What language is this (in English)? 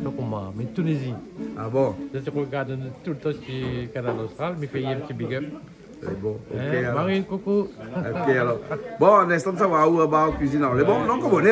Réunion Creole French